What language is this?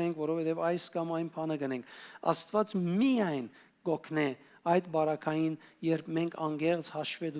Western Armenian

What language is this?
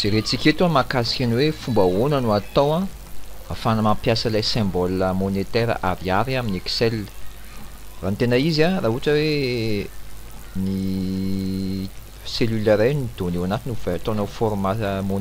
Malagasy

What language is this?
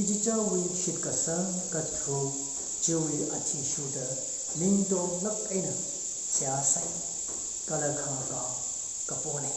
Tangkhul Naga (India)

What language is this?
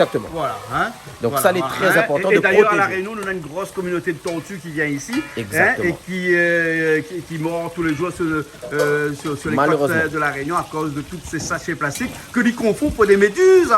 Réunion Creole French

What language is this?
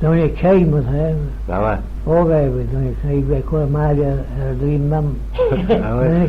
Manx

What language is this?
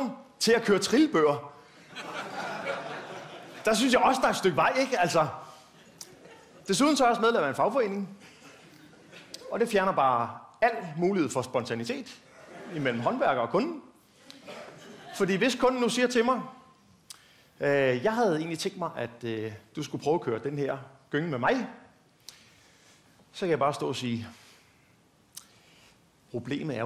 Danish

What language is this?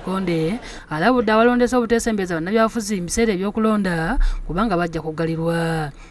Ganda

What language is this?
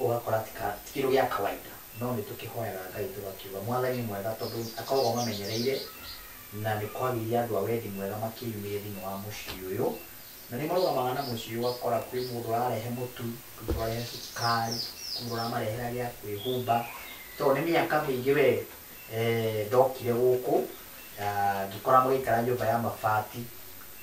Kikuyu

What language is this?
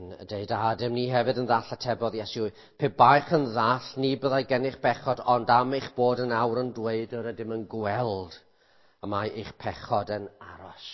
Welsh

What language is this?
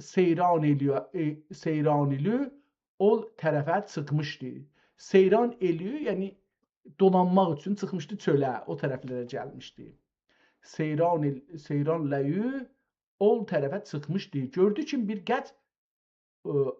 South Azerbaijani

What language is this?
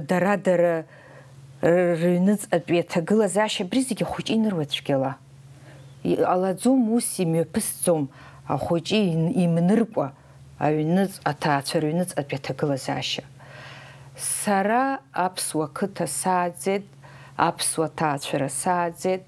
Abkhazian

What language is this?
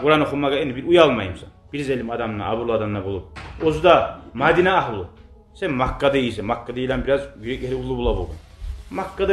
Kumyk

